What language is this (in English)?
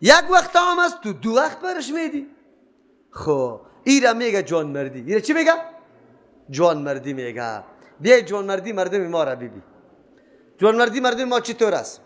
Persian